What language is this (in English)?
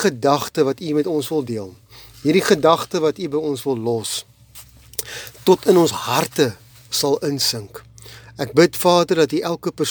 Afrikaans